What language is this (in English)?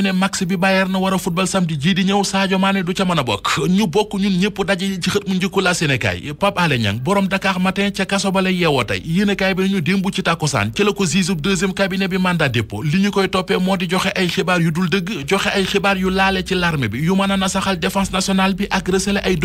Wolof